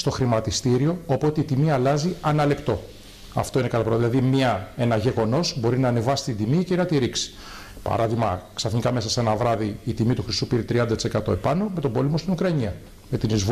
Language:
Greek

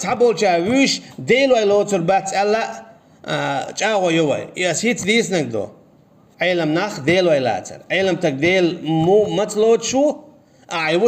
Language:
Chechen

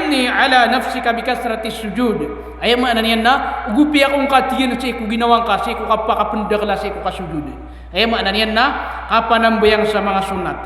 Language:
Maranao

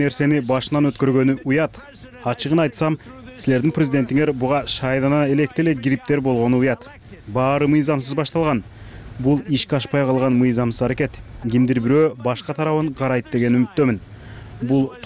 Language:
Kyrgyz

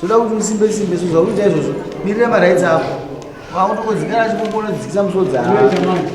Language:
Shona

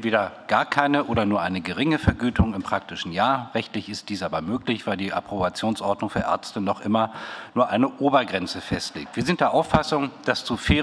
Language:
German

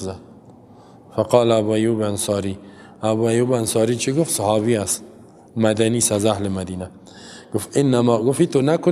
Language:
Persian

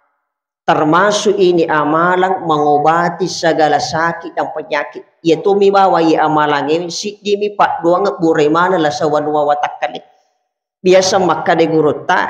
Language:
Buginese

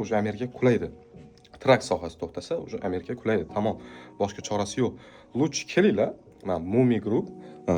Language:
Uzbek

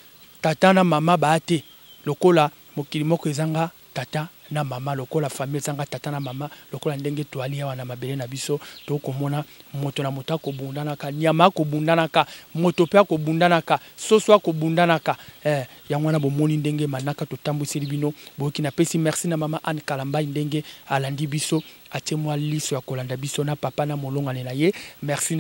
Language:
Lingala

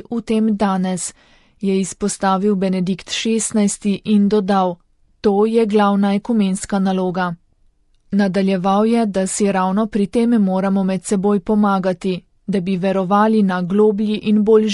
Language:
Slovenian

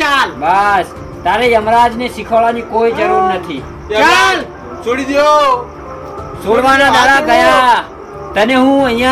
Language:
Gujarati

